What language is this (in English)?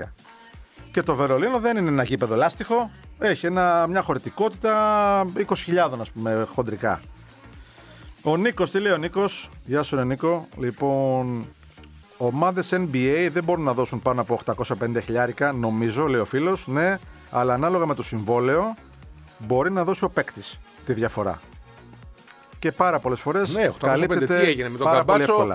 Greek